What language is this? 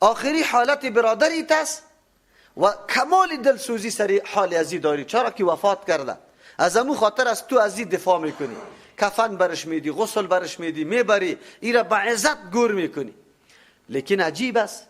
Persian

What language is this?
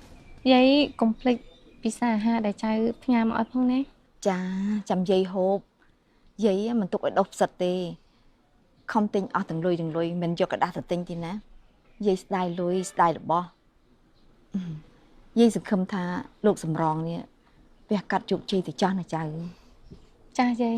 Khmer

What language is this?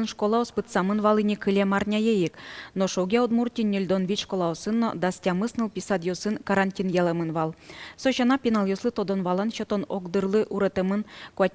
Udmurt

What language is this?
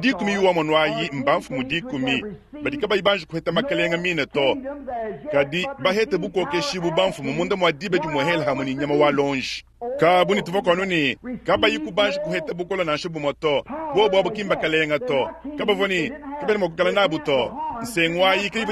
Luba-Lulua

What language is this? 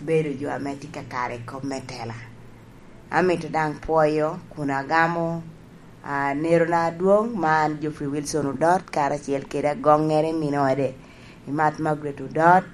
Lango (Uganda)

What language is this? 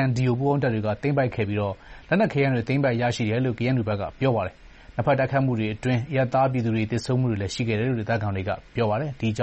Burmese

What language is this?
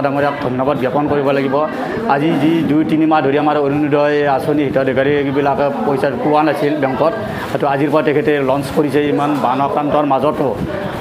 Assamese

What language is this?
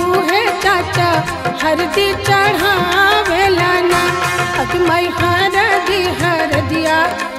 Bhojpuri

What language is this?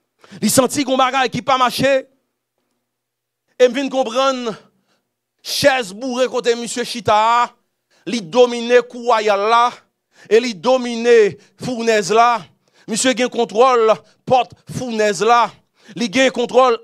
Haitian Creole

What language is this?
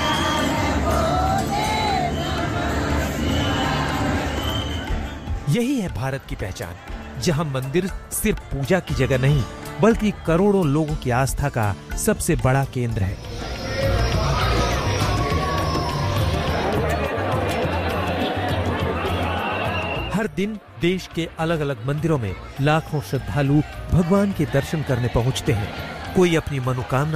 Hindi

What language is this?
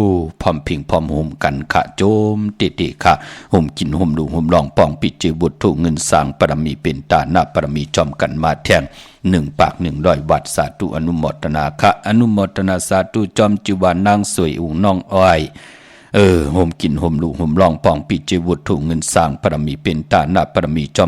Shan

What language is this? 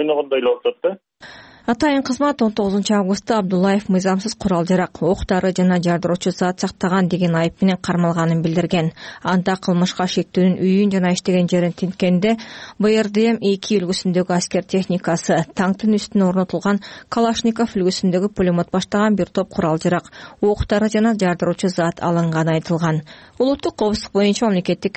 Kyrgyz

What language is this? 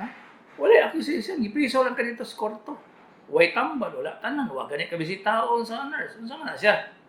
Cebuano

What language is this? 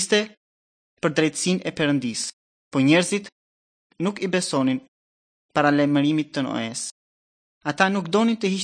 Albanian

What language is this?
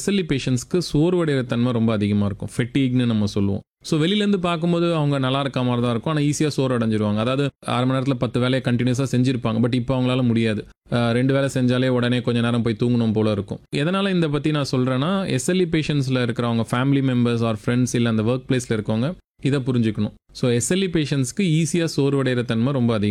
Tamil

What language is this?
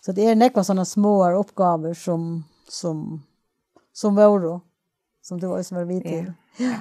Faroese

